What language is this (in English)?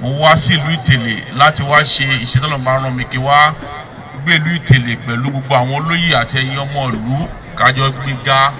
Yoruba